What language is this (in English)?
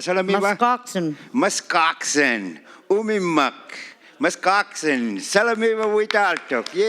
Inuktitut